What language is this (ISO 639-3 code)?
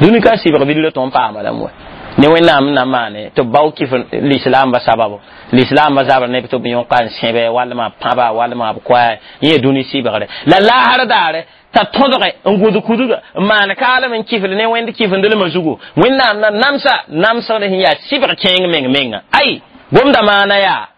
mos